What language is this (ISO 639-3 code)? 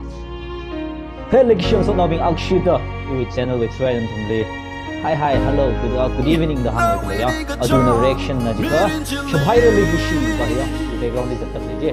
nmf